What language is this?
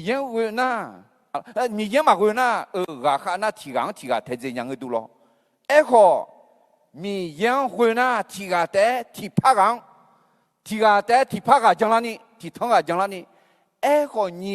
Akha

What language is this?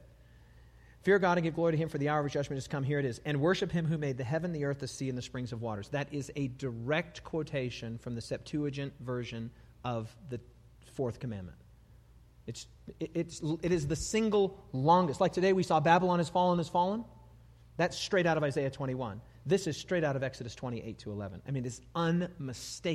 English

